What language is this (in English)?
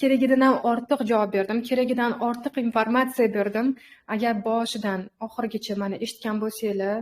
Uzbek